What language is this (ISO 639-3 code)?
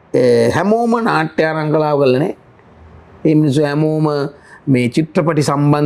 sin